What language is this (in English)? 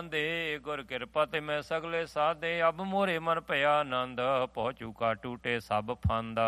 Punjabi